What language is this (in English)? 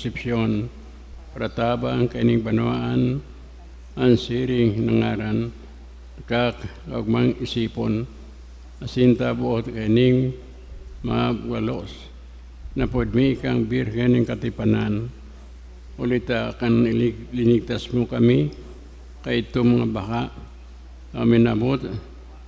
Bikol